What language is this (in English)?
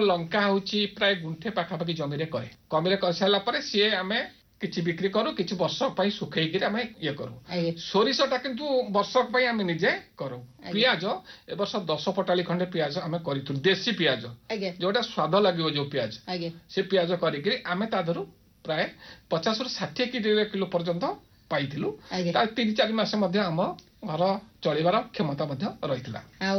Odia